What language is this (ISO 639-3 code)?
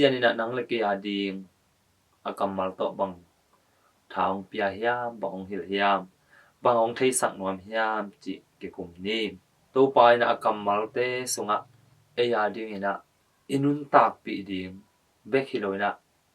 ctd